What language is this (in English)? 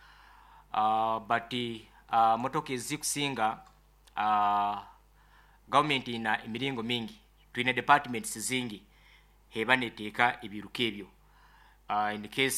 Nyoro